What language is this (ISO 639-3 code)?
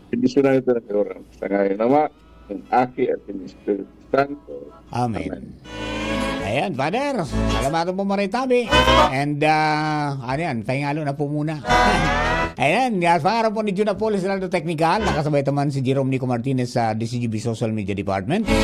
bik